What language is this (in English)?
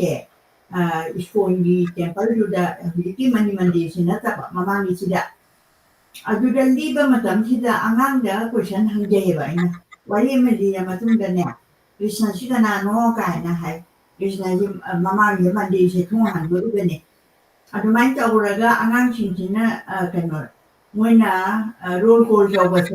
Manipuri